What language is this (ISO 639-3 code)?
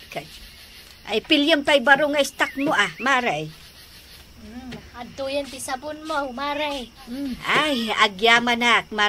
ilo